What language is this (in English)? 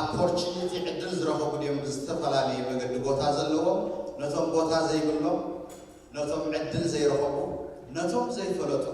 Tigrinya